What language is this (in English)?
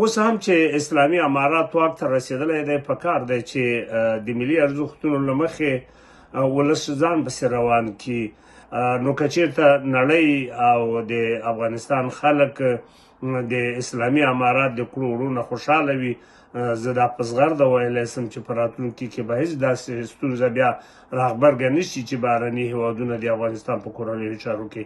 Pashto